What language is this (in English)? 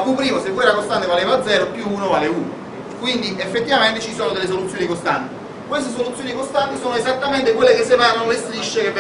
Italian